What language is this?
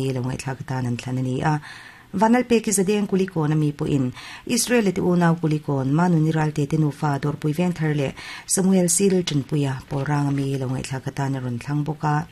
Mizo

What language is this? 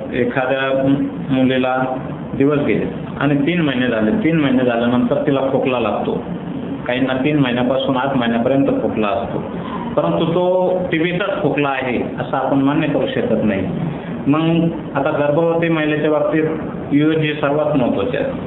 Marathi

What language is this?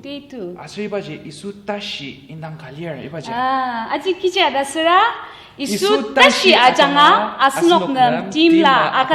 Ao Naga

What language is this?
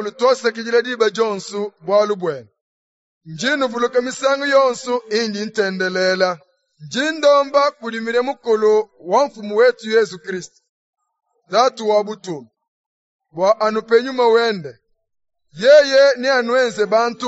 Luba-Lulua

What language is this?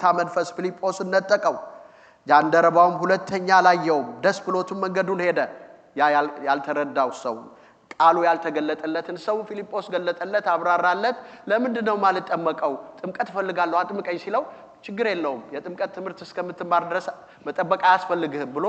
Amharic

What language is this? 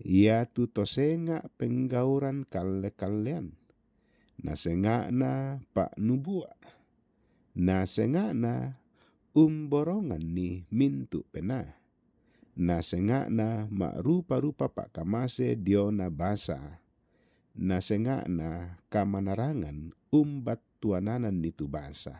Toraja-Sa'dan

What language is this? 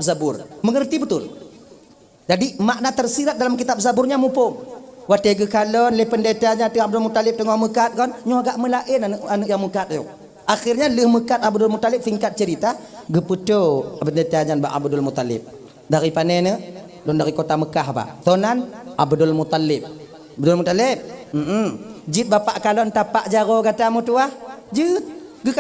Achinese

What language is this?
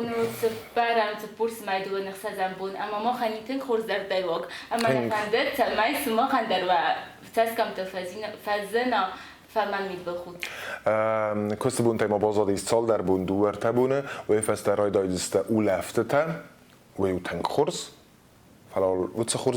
Ossetic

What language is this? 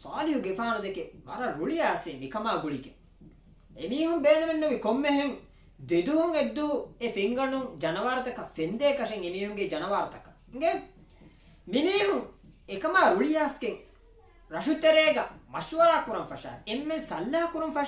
Divehi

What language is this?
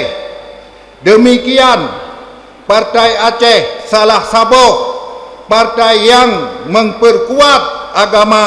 Achinese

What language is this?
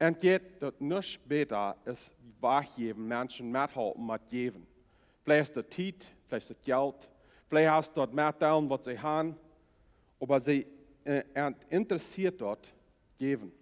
Plautdietsch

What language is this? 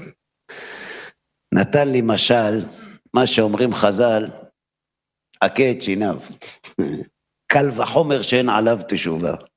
Hebrew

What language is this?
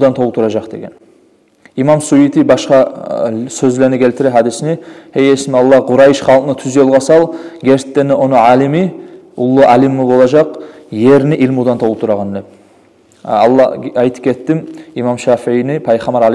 Kumyk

